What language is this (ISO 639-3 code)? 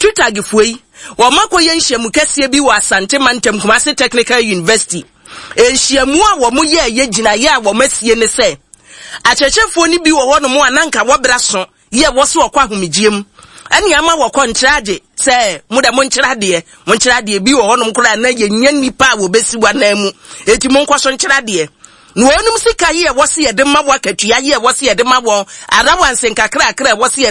aka